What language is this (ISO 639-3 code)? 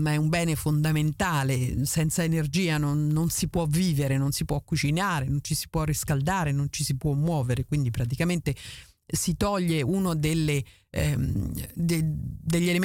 ita